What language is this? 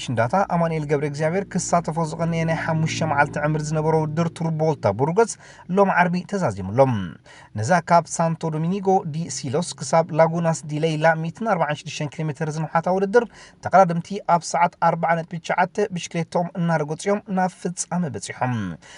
Tigrinya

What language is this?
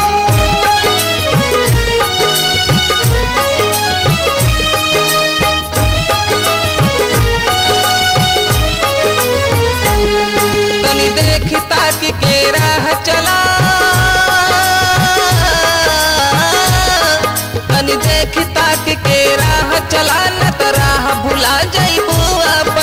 Bhojpuri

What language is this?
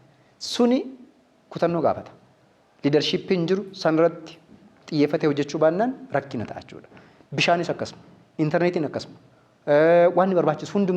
Oromo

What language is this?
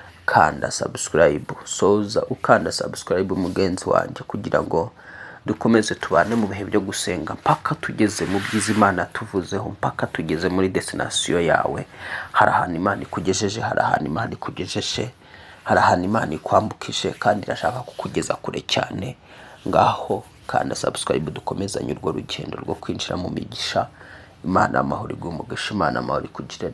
Kinyarwanda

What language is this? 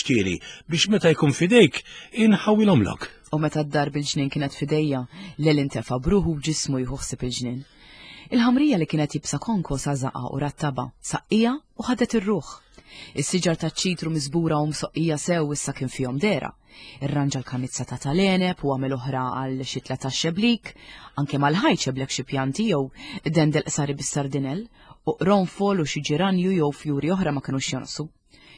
Maltese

